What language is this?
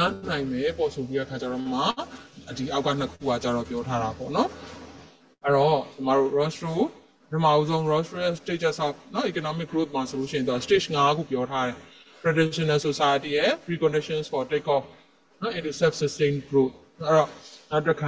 Burmese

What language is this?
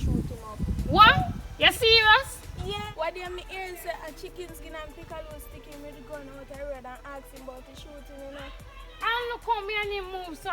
Jamaican Creole English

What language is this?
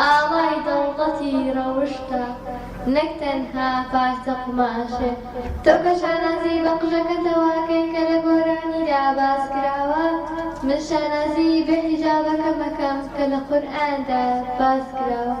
Central Kurdish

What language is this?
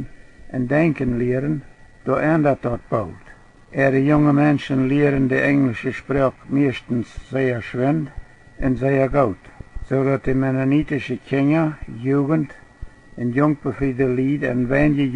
Plautdietsch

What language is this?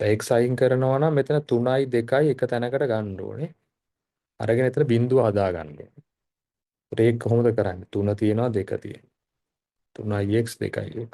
Sinhala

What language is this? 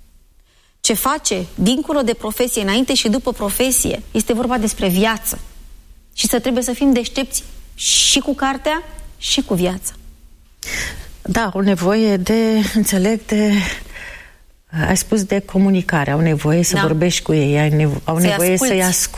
Romanian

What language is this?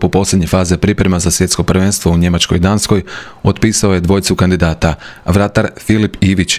Croatian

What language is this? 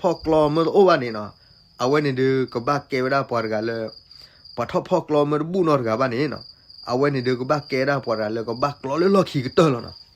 S'gaw Karen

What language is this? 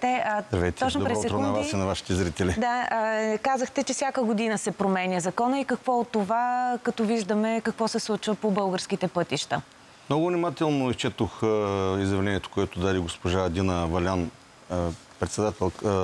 Bulgarian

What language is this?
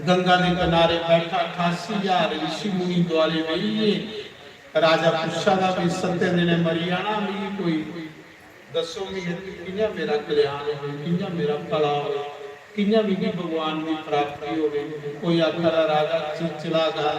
Dogri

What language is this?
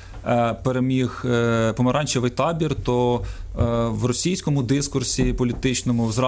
Ukrainian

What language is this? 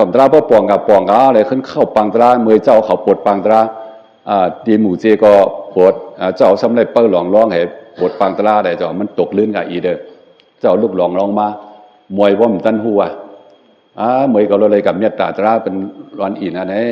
Shan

